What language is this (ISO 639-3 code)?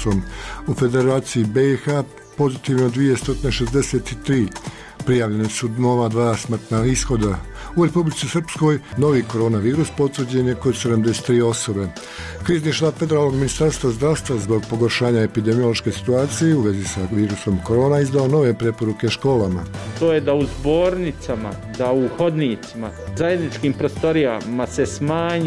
bos